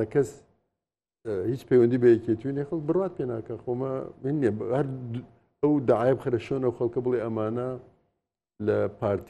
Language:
Central Kurdish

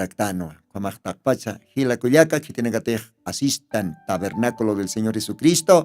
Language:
Aymara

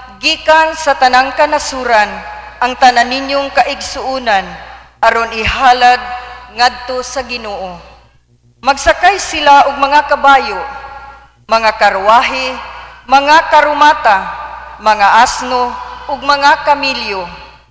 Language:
Cebuano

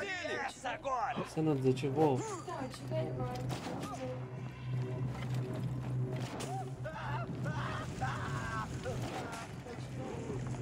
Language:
Portuguese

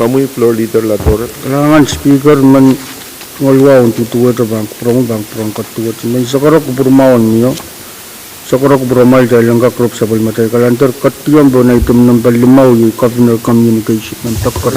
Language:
Pohnpeian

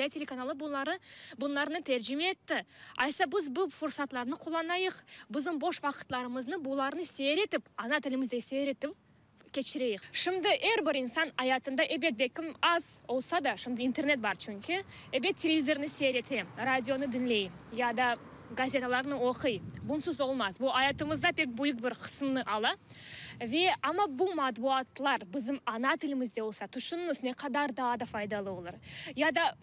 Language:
Crimean Tatar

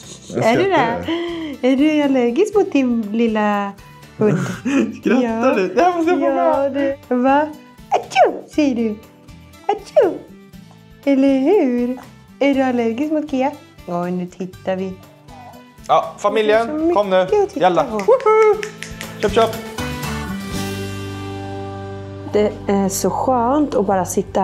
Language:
Swedish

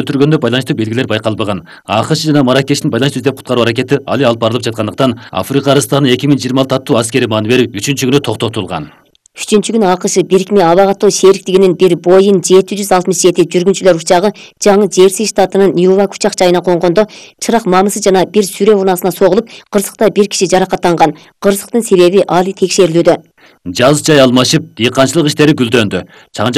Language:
Kyrgyz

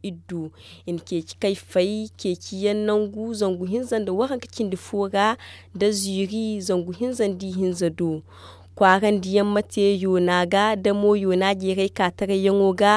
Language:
Zarma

